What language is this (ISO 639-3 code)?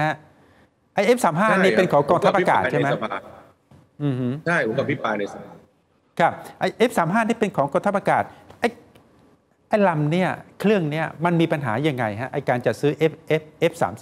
tha